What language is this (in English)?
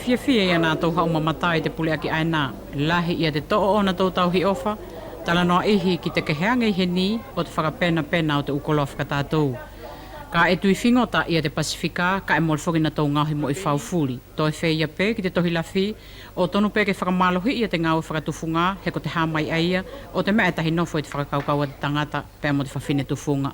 Wallisian